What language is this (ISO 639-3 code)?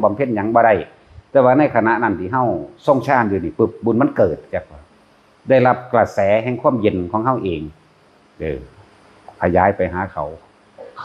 tts